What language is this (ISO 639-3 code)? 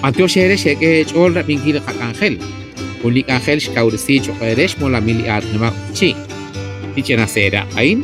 kek